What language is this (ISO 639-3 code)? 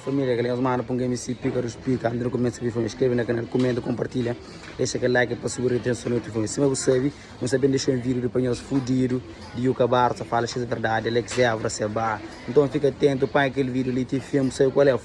kea